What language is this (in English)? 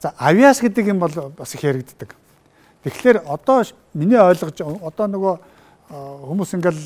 Mongolian